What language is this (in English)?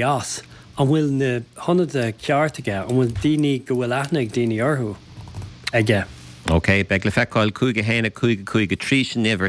Irish